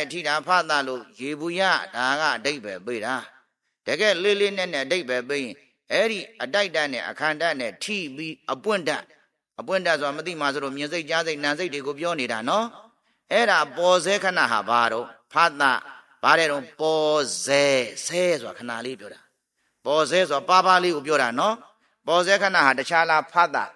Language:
Burmese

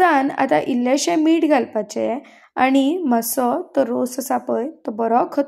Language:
Konkani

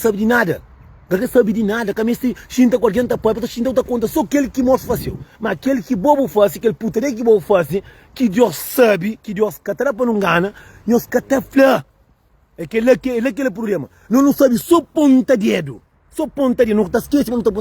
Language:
Kabuverdianu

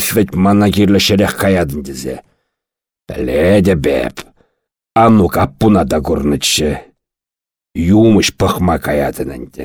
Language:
Chuvash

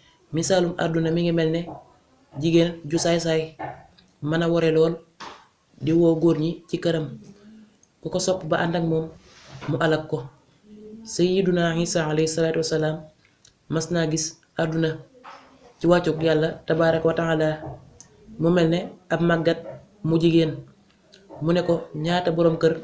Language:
Wolof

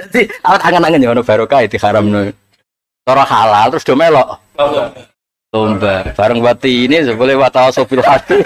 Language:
Javanese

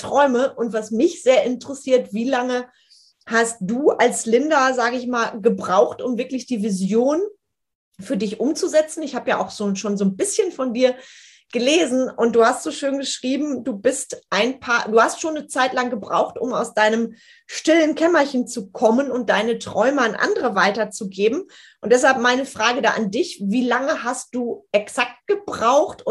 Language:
German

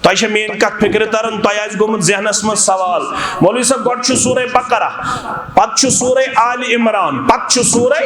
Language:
Kashmiri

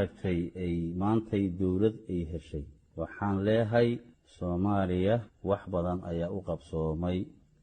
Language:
Somali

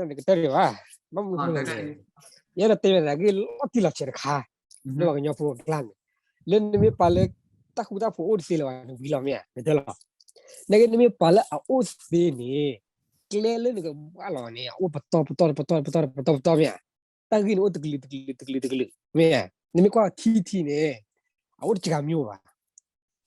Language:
S'gaw Karen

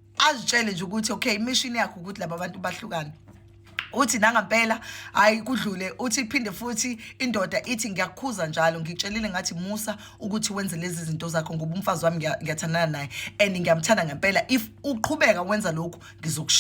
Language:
Zulu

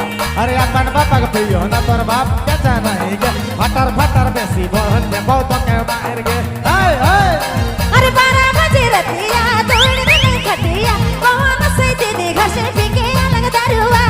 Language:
Sadri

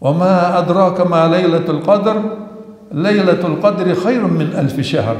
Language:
Ingush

